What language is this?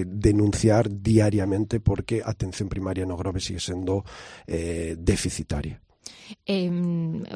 Galician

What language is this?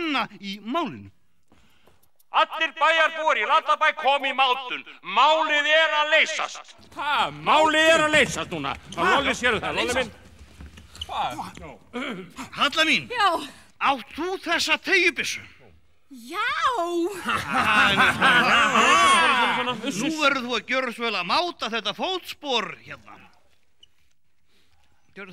Icelandic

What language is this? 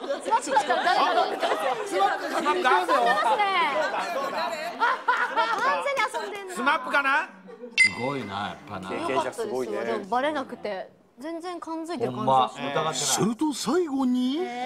Japanese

